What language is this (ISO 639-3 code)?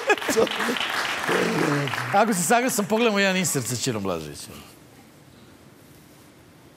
srp